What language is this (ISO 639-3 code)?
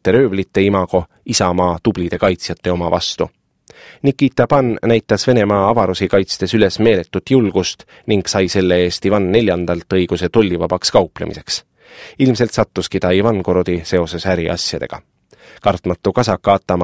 est